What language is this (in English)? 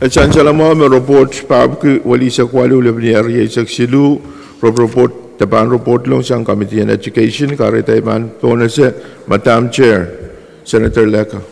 Pohnpeian